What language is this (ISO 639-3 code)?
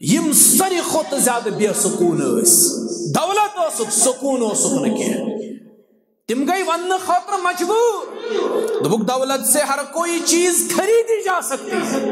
kas